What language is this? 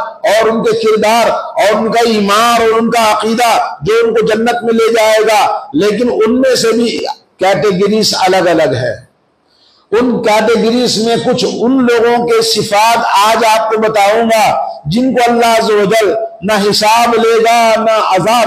Urdu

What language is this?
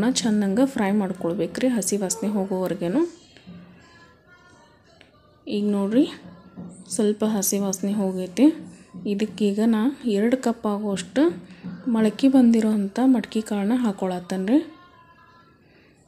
Kannada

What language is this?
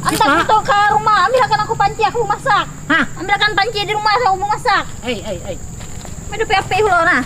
Banjar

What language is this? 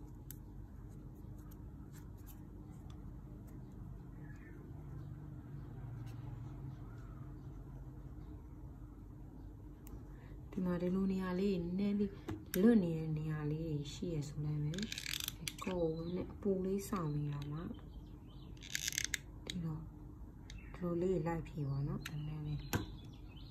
Burmese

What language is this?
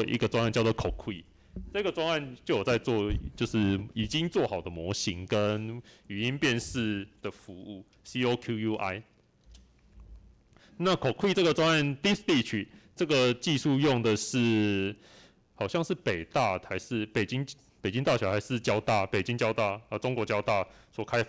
Chinese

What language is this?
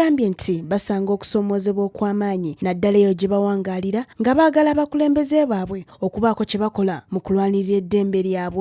Ganda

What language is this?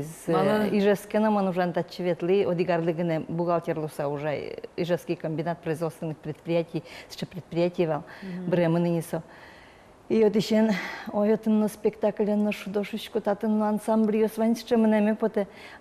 Udmurt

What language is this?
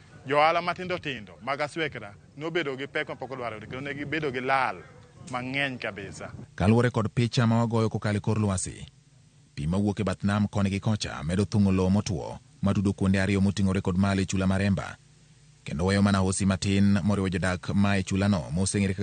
Luo (Kenya and Tanzania)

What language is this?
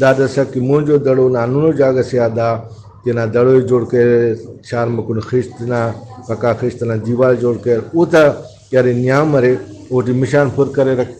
Brahui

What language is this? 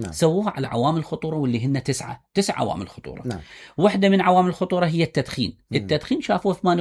Mesopotamian Arabic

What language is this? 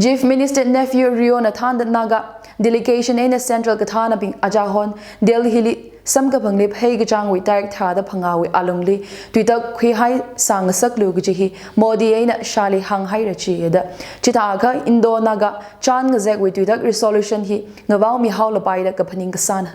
Tangkhul Naga (India)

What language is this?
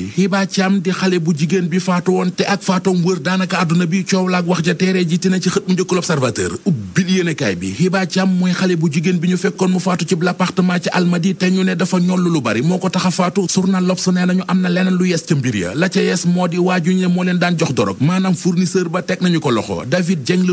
Wolof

